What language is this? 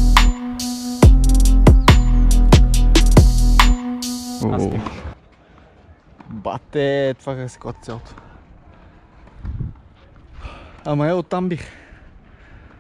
Bulgarian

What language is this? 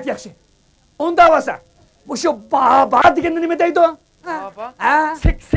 Uyghur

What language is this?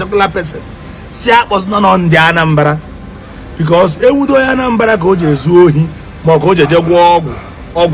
Igbo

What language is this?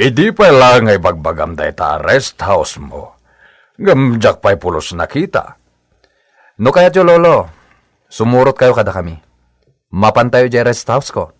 Iloko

